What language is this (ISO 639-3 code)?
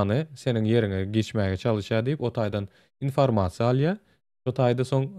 tuk